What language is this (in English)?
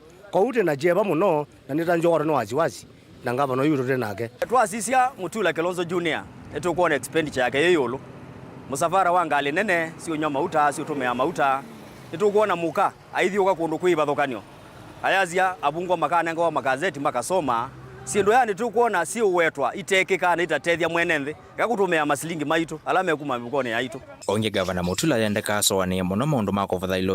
Kamba